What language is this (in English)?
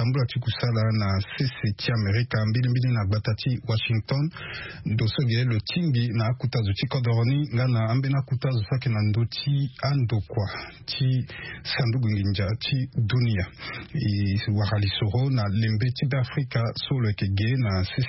Sango